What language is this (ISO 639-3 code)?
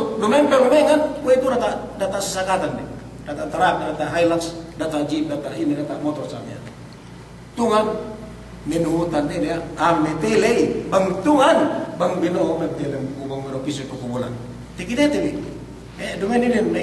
yka